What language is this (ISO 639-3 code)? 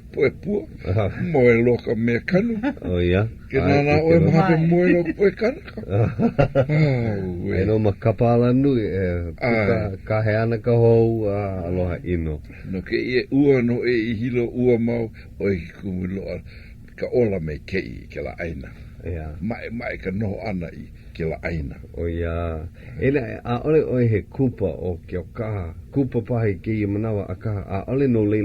haw